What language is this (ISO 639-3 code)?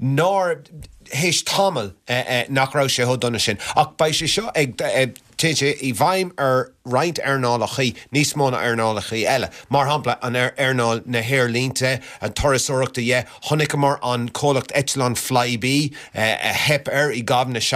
gle